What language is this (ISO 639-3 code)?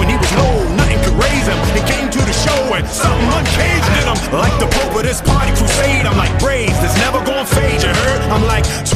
eng